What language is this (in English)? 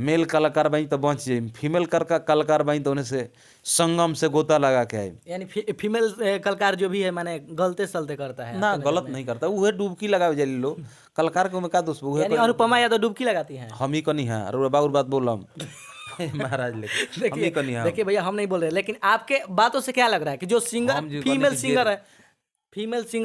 Bhojpuri